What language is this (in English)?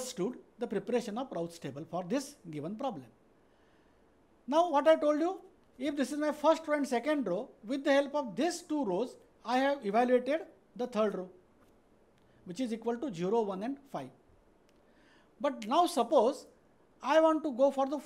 English